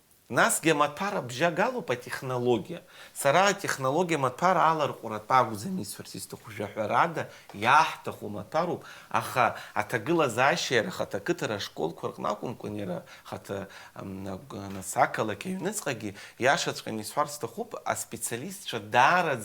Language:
Abkhazian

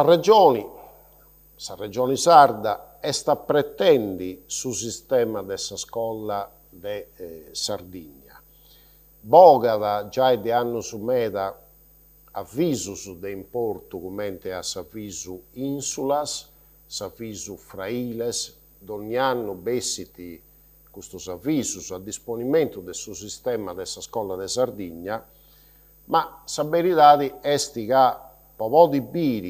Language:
Sardinian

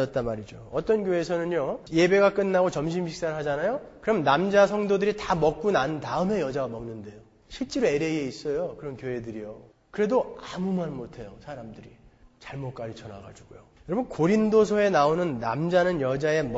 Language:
Korean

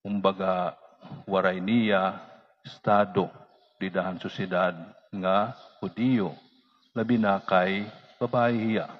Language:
Waray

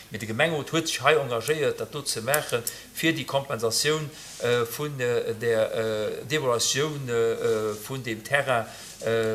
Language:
Luxembourgish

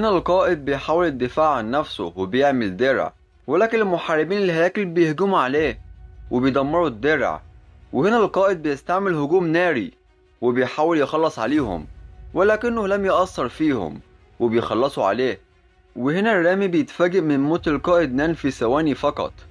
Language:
Egyptian Arabic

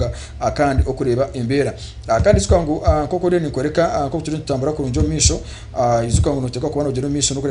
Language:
Nyankole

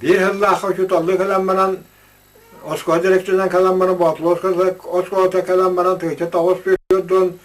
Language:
Yakut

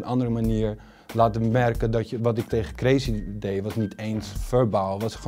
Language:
Dutch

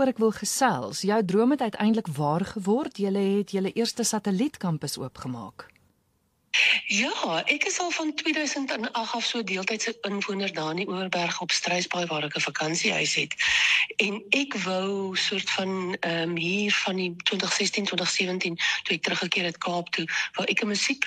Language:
Afrikaans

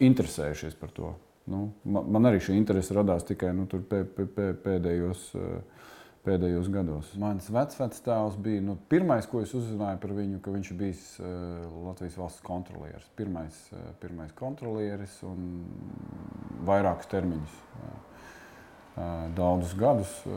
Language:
Latvian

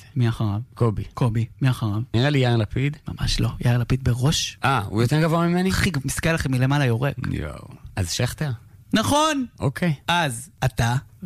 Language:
Hebrew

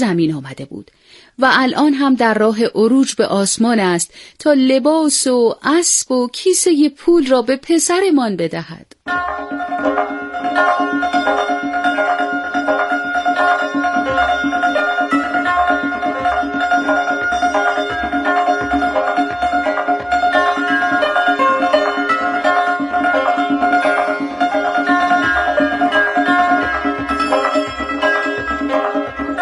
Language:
Persian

